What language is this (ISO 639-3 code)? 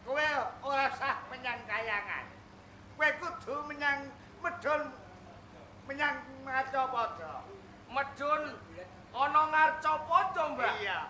jav